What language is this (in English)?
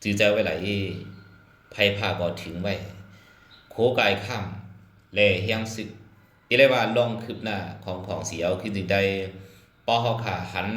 Shan